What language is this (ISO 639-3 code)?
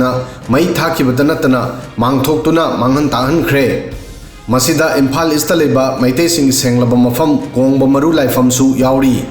mni